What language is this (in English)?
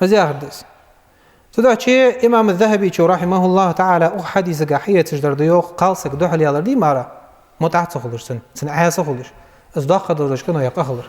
Ingush